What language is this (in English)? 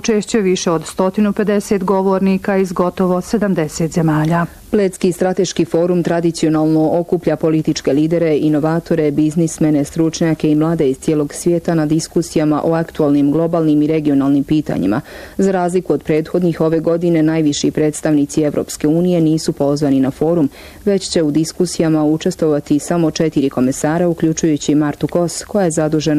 Bosnian